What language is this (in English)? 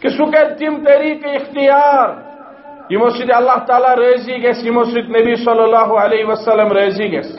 Kashmiri